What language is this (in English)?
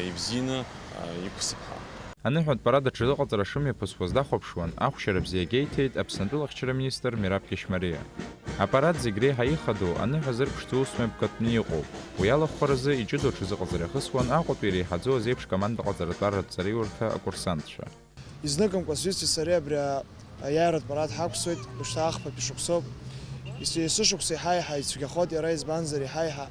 Abkhazian